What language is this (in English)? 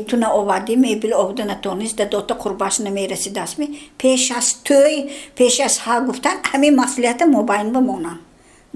Tajik